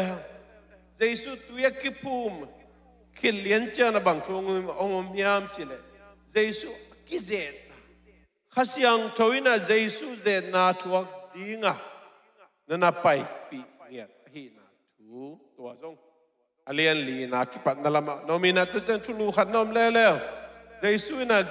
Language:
Tedim Chin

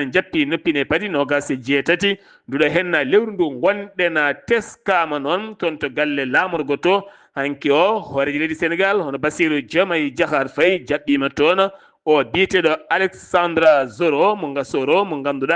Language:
Fula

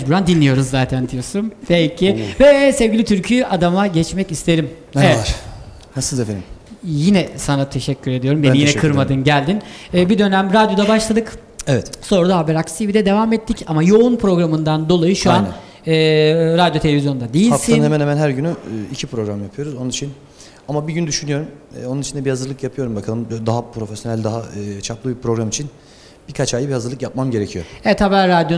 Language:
Turkish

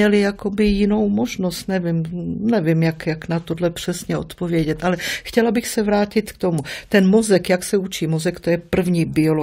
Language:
Czech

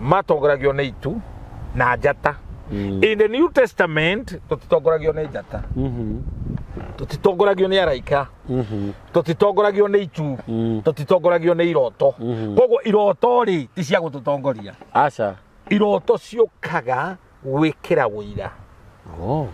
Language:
Kikuyu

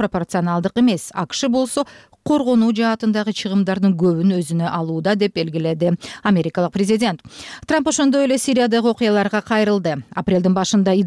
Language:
Kyrgyz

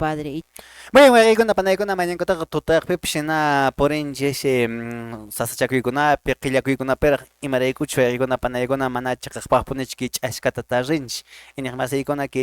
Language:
Quechua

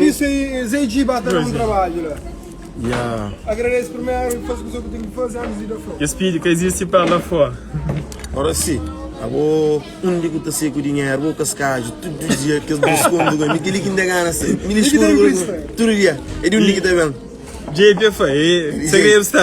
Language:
Kabuverdianu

